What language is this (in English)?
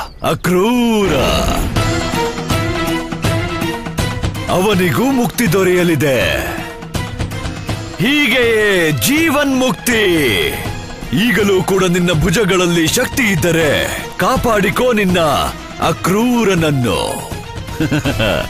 Kannada